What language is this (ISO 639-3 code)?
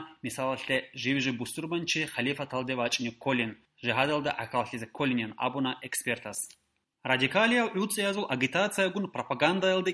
ava